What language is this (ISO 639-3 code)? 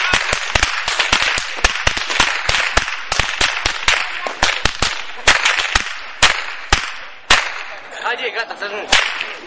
ron